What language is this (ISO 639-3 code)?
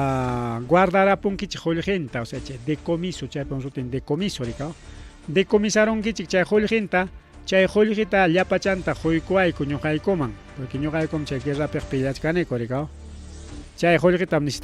quy